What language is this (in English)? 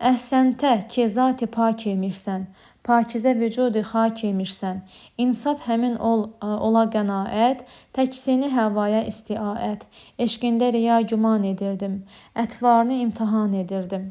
Azerbaijani